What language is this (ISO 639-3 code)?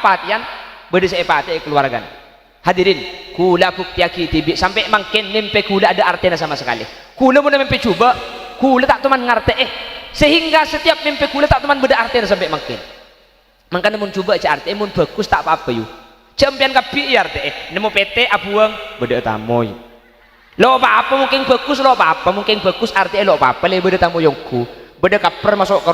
mad